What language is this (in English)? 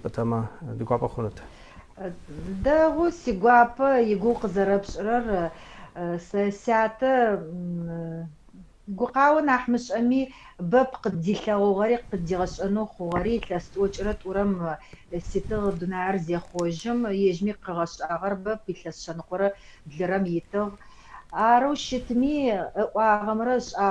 Adyghe